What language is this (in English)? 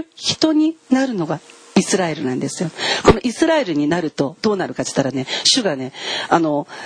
Japanese